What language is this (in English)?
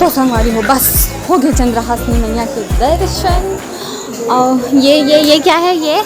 Chhattisgarhi